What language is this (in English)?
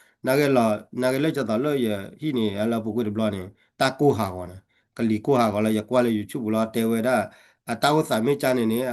S'gaw Karen